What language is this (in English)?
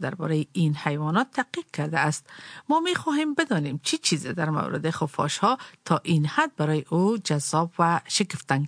Persian